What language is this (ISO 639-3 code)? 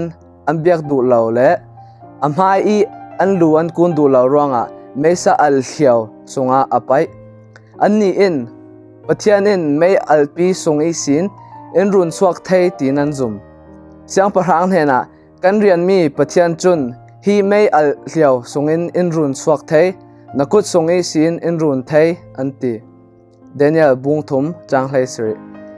cfm